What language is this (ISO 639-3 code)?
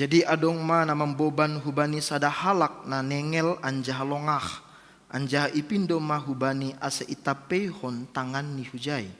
bts